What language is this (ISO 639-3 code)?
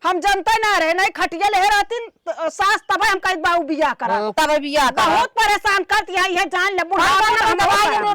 awa